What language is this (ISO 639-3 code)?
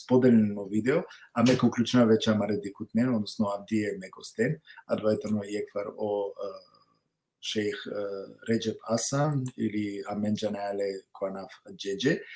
rmn